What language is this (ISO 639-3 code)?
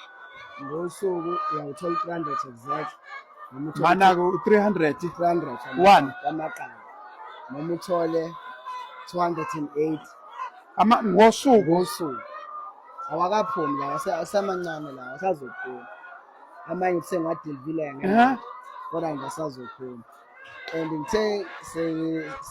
zul